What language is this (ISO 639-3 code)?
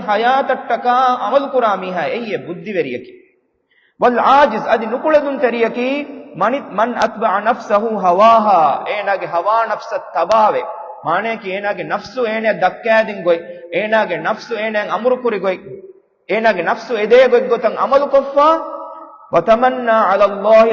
div